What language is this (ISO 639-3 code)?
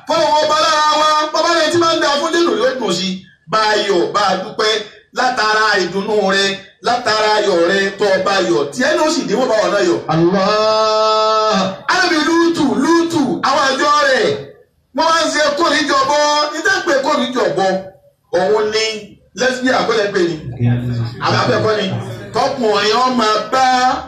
yor